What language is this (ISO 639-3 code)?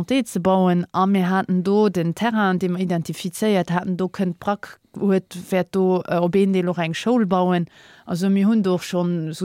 ltz